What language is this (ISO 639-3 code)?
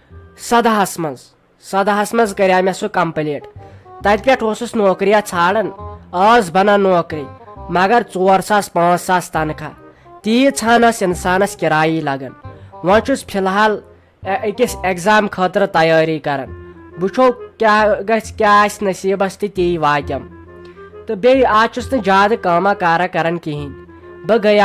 kas